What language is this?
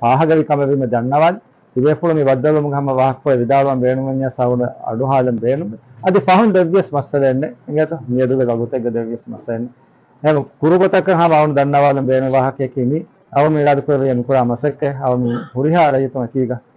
Divehi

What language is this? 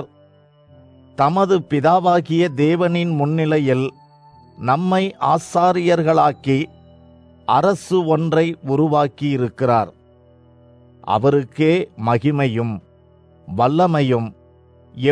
Tamil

